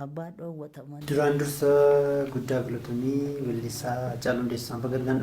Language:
Oromo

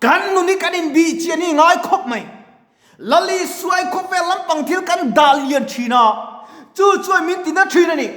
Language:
Mizo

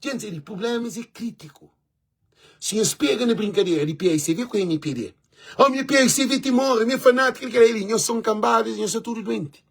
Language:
Kabuverdianu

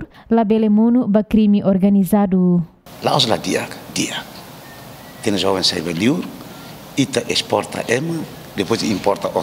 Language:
Tetum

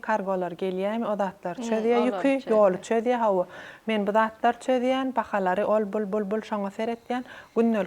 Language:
Turkmen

